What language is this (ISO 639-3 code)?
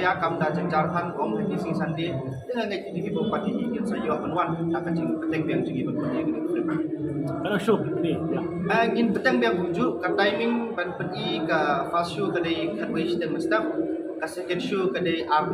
kha